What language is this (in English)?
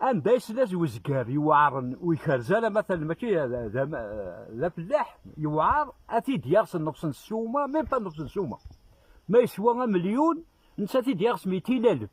Kabyle